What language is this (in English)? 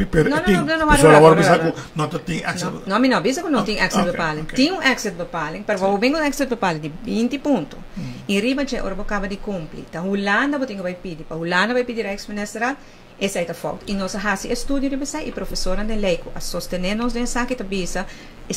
Papiamento